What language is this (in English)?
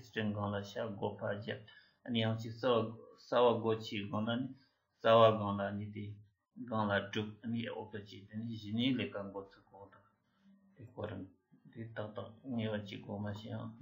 Tibetan